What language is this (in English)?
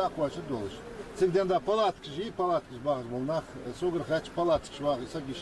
Ingush